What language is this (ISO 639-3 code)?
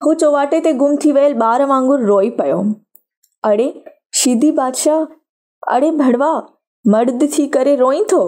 snd